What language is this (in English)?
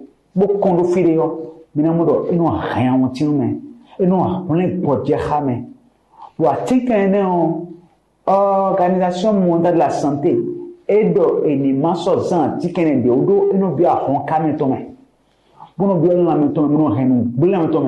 Fon